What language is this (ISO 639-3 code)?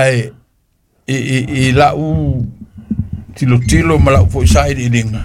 smo